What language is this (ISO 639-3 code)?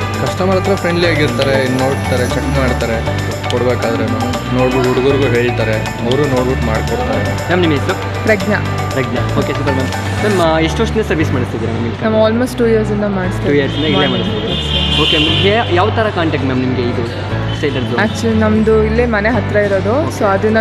kan